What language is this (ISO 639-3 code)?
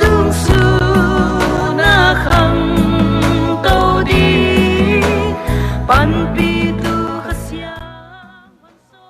pck